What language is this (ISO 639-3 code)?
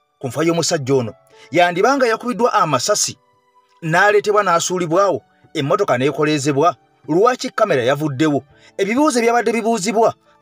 lug